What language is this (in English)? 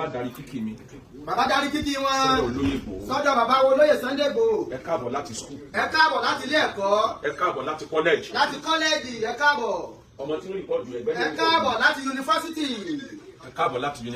Yoruba